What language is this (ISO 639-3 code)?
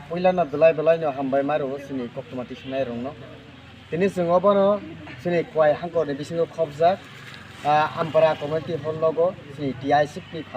trp